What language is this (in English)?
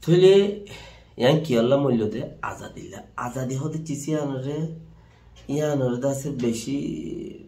Rohingya